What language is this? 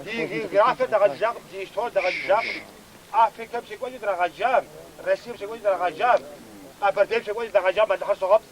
Kabardian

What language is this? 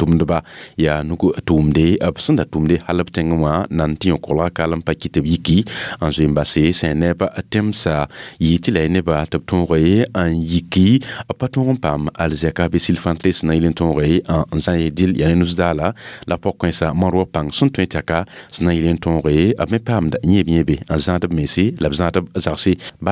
Mossi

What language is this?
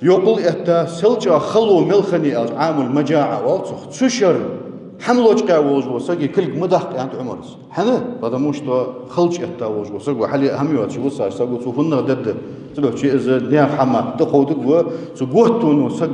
Ingush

